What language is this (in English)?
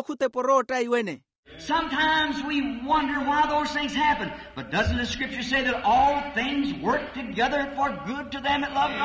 Makhuwa